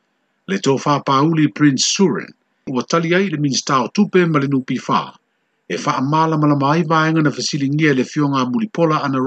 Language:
Samoan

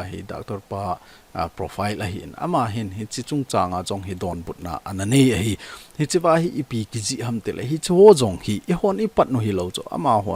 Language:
Thado Chin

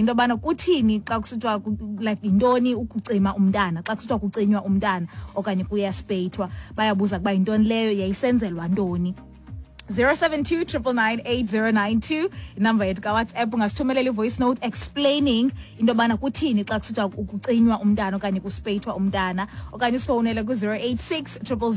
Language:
Xhosa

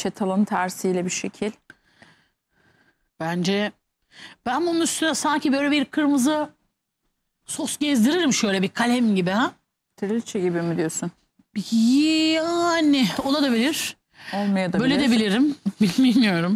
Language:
Turkish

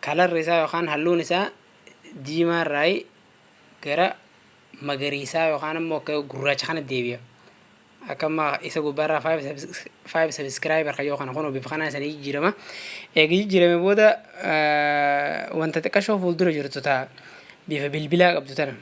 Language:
Oromo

